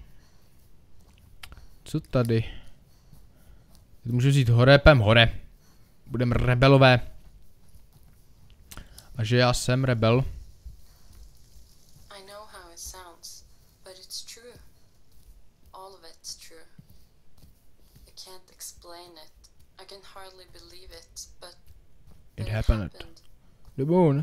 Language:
Czech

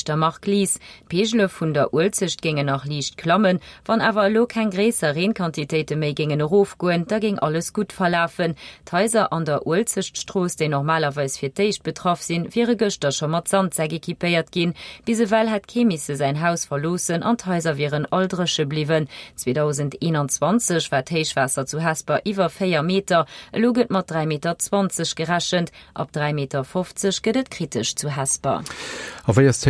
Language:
Luxembourgish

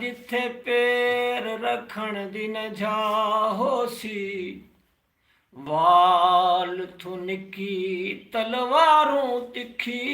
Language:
Saraiki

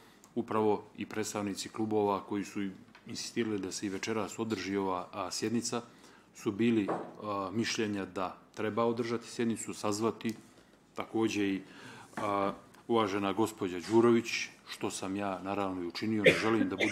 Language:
Bosnian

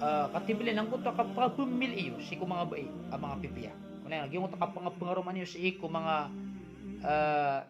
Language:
Maranao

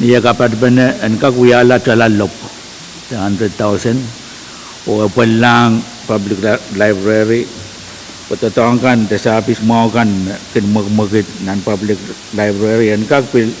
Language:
Pohnpeian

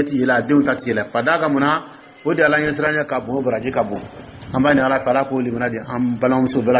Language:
Dyula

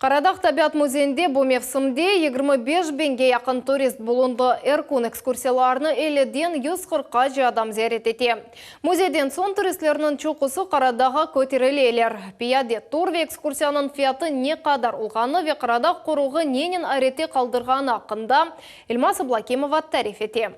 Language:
Crimean Tatar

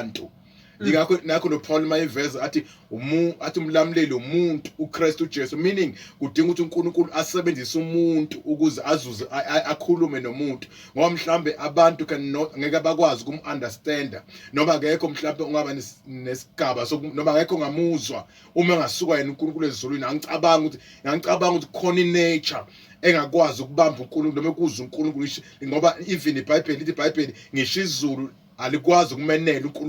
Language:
Zulu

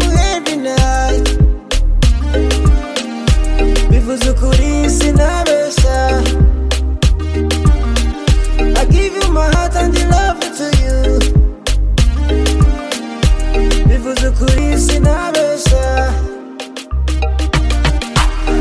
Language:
Kinyarwanda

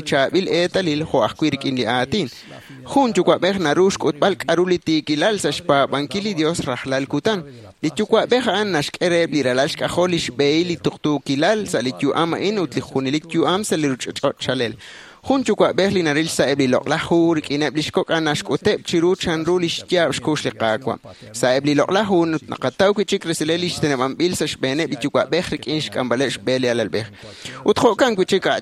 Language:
Kekchí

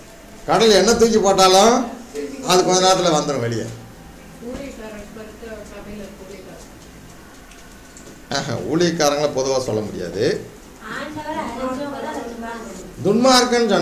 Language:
Tamil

